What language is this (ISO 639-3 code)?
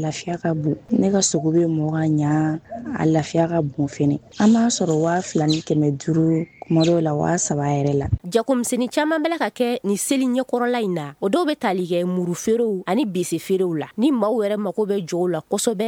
bam